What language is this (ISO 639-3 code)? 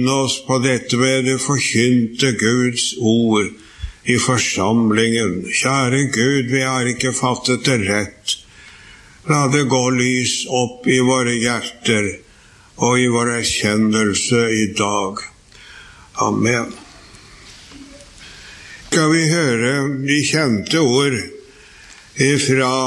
nor